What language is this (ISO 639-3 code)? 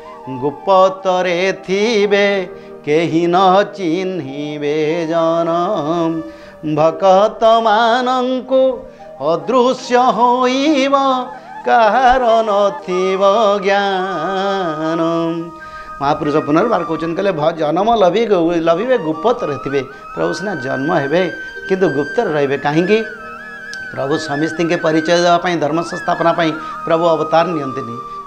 ori